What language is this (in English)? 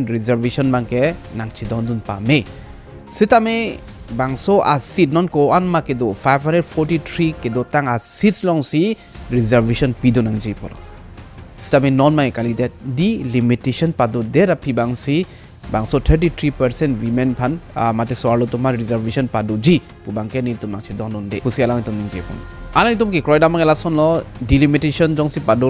Karbi